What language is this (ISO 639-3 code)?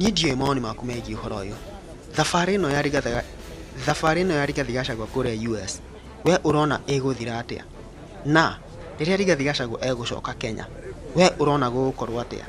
kik